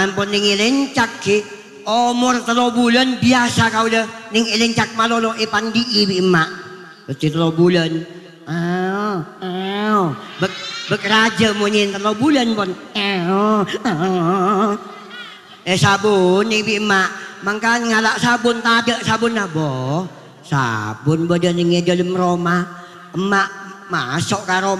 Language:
Madurese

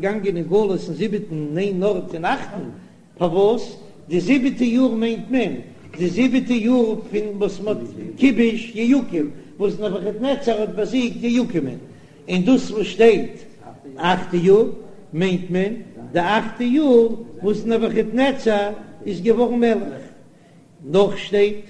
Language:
Yiddish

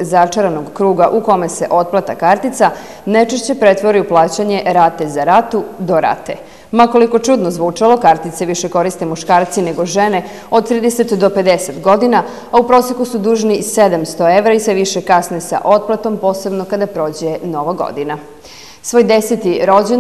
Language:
Serbian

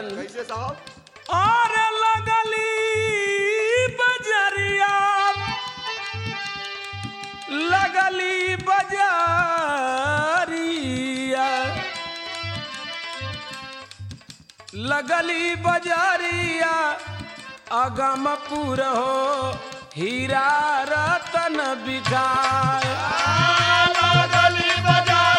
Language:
Bhojpuri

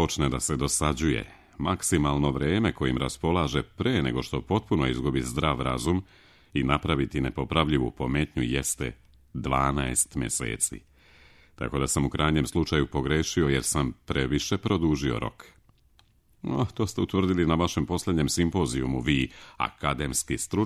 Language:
Serbian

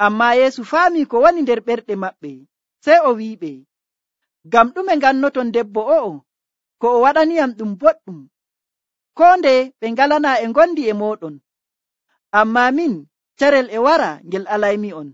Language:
Nigerian Fulfulde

